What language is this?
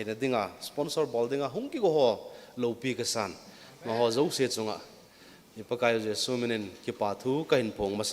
Thado Chin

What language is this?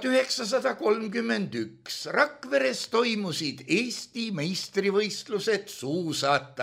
Estonian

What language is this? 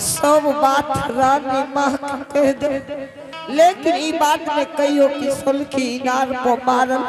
Angika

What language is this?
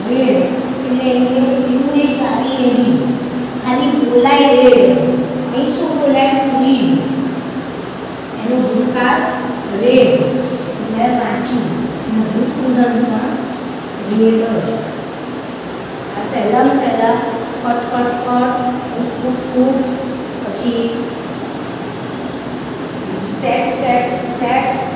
Gujarati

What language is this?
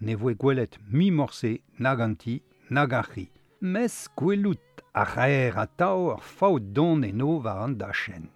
Breton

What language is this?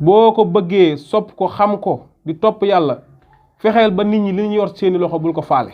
Wolof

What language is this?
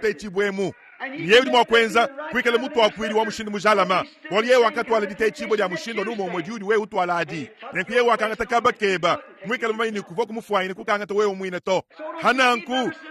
Luba-Lulua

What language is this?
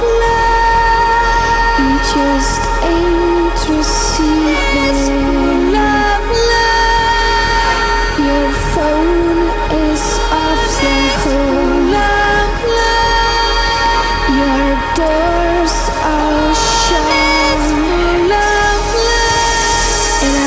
Basque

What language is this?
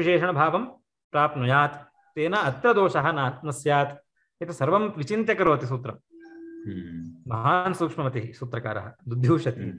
Sanskrit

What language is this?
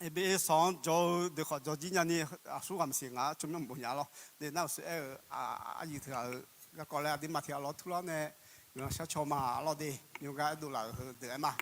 Akha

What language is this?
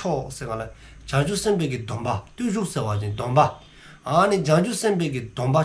Dzongkha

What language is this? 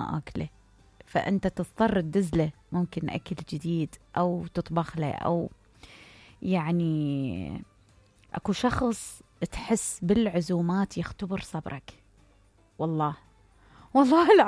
Mesopotamian Arabic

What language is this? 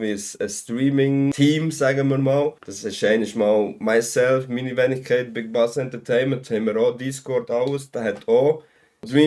Swiss German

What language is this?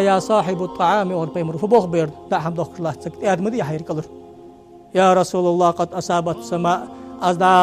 Ingush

